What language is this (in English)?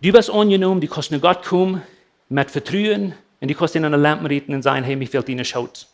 Plautdietsch